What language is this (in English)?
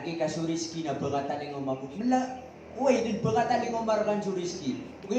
Maranao